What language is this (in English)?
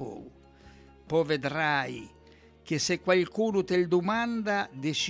Italian